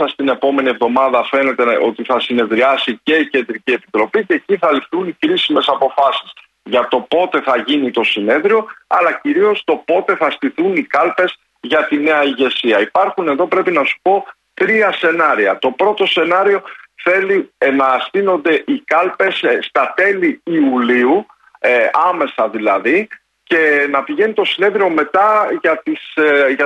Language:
Greek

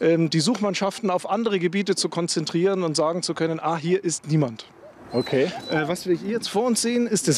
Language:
German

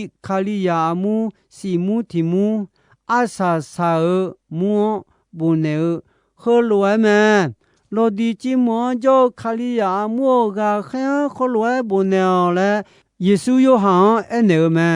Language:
Akha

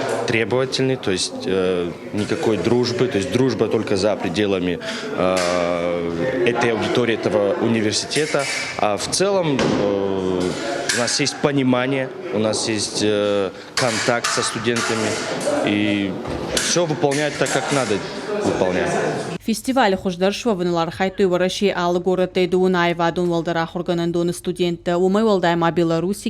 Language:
Ossetic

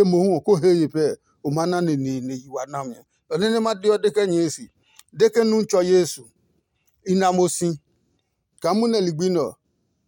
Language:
Adangme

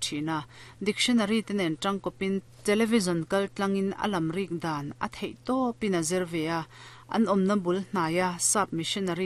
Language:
Mizo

